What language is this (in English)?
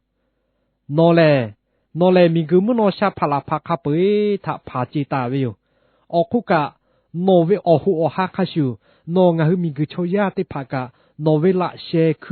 Lahu